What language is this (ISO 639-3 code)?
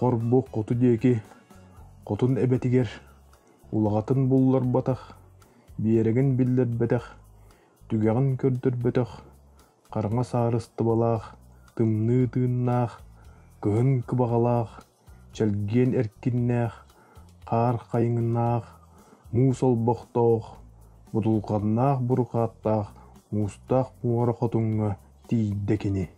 sah